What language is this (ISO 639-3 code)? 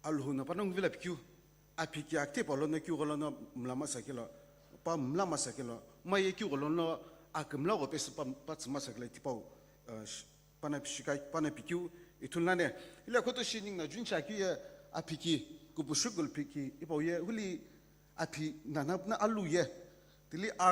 nsm